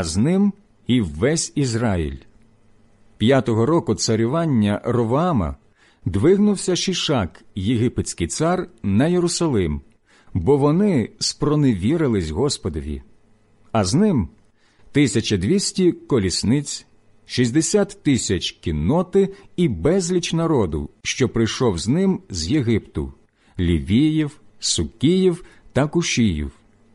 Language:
Ukrainian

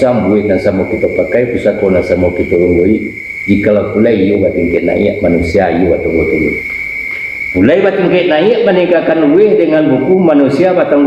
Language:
Minangkabau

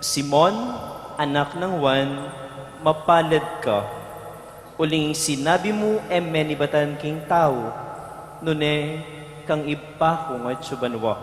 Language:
Pampanga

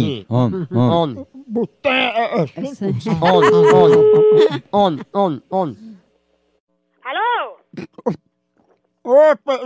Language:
Portuguese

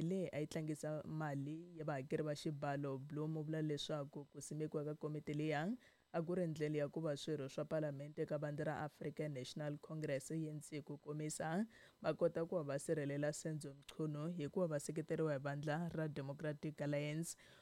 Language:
Tsonga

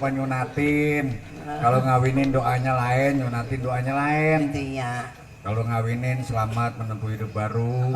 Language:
Betawi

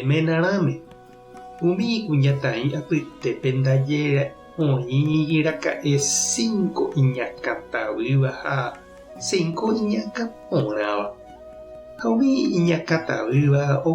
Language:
Guarani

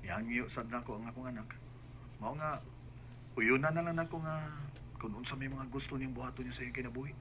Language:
Cebuano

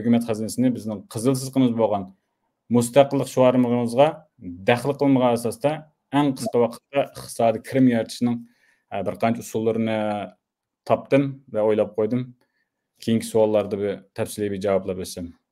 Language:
Uyghur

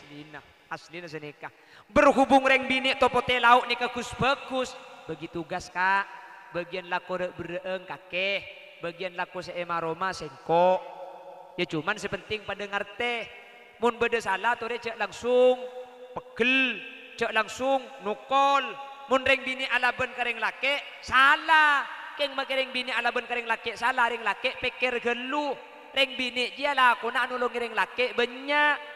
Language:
Madurese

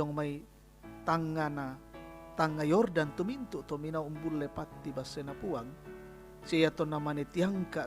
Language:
Toraja-Sa'dan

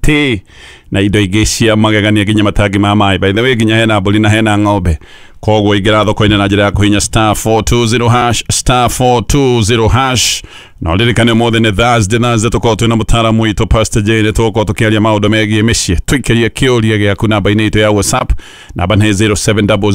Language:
Kikuyu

